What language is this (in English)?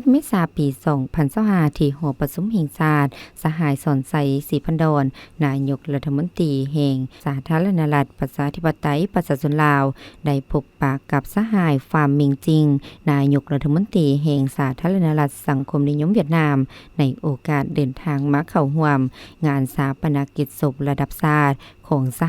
Lao